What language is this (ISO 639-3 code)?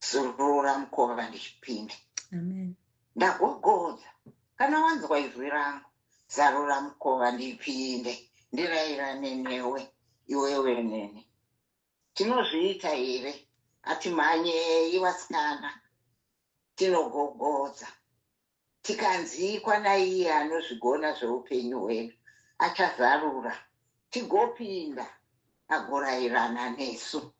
sna